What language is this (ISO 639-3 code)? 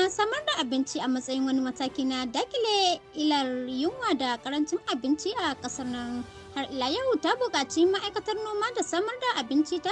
hau